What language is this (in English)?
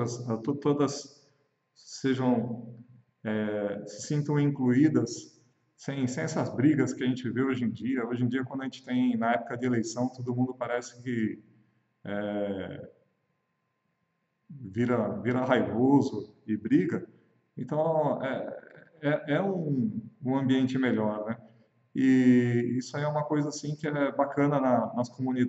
Portuguese